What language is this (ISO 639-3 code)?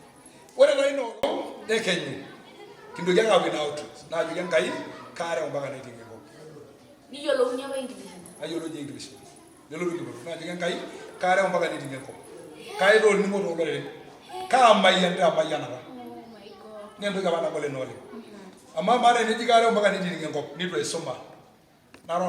mas